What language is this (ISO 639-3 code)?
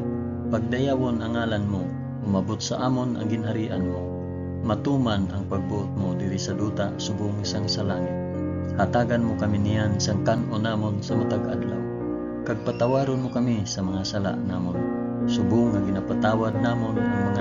hil